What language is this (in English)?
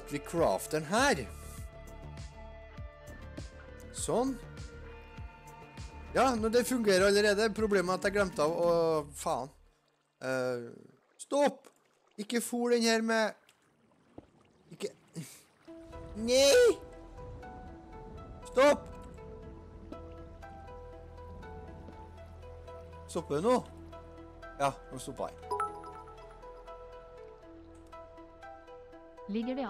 Norwegian